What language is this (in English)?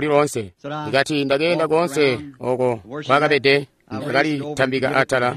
Tonga (Zambia)